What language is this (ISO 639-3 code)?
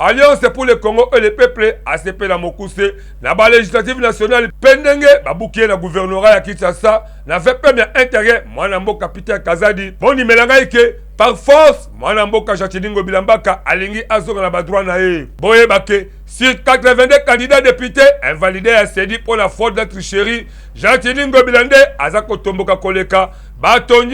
lin